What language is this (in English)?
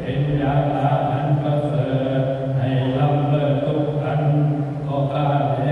Northeastern Thai